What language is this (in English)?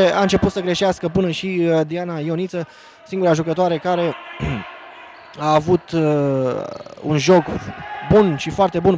Romanian